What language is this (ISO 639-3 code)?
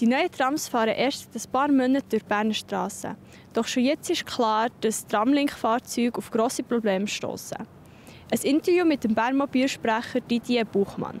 gsw